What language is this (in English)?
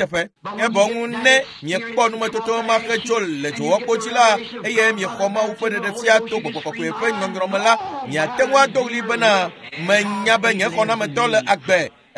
Ewe